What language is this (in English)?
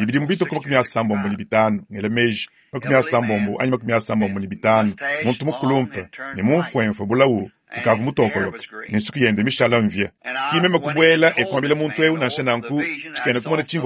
Luba-Lulua